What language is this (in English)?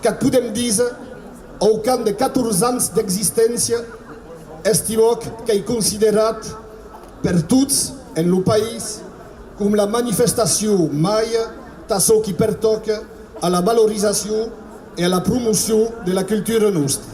Occitan